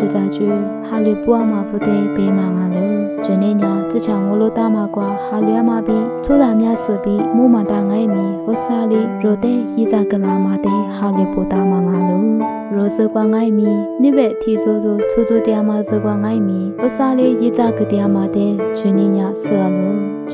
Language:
Lisu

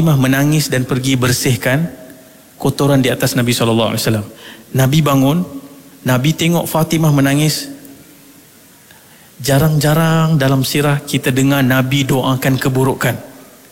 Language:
Malay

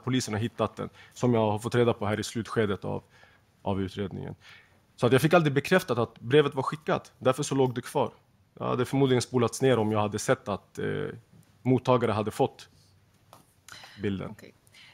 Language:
Swedish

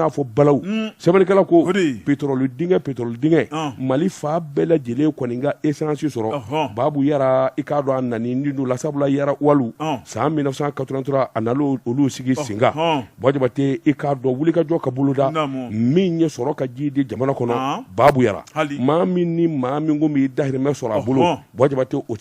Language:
Bambara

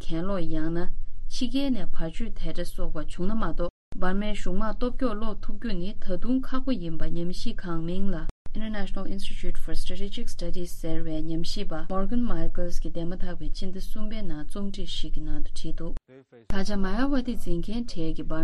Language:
Tibetan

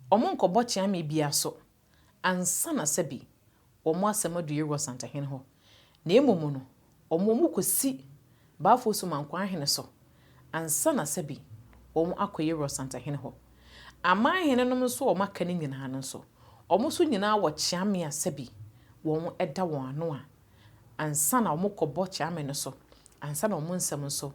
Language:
Akan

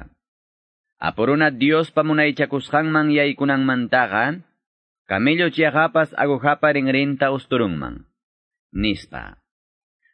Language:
Quechua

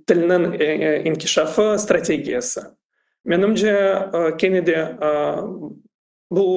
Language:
Crimean Tatar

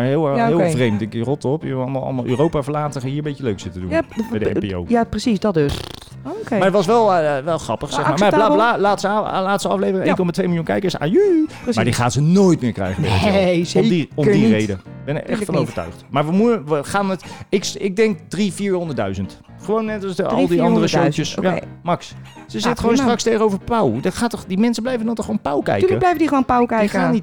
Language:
Dutch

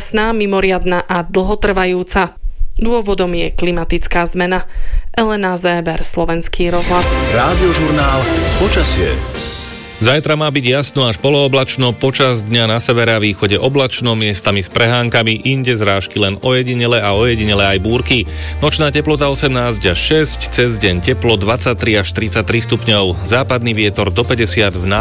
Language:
Slovak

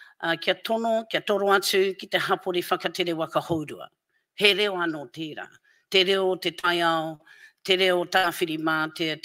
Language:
Māori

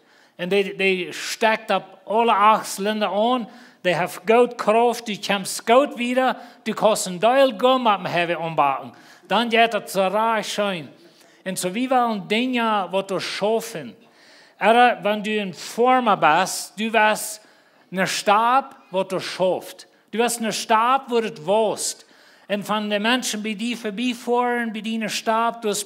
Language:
Plautdietsch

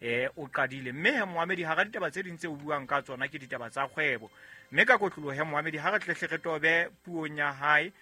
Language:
Southern Sotho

